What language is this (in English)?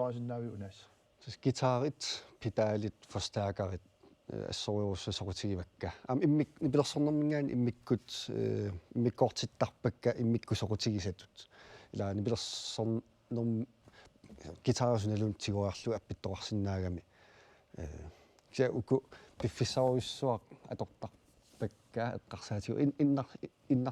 Kalaallisut